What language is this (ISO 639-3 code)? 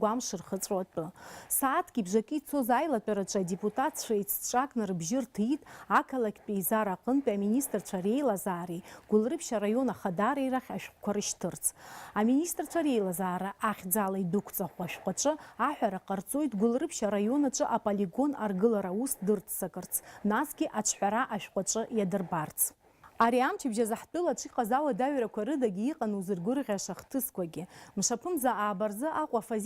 abk